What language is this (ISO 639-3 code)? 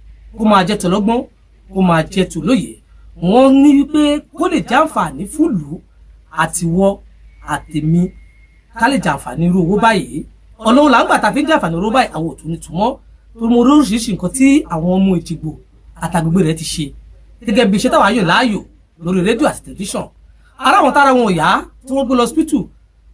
yor